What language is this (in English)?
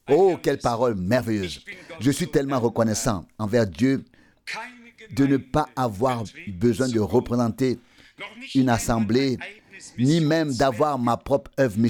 French